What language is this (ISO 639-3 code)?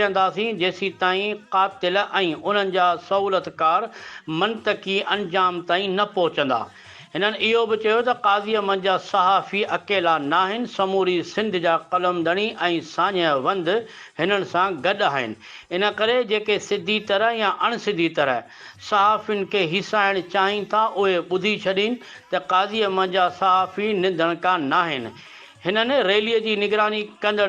snd